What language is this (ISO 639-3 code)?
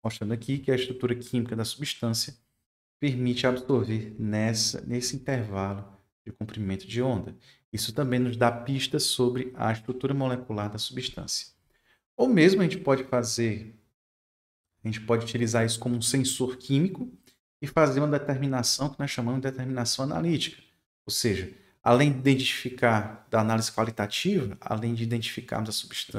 por